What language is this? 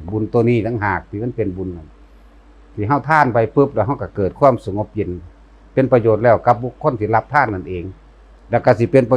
Northeastern Thai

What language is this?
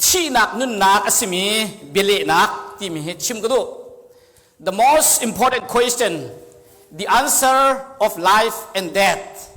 Hakha Chin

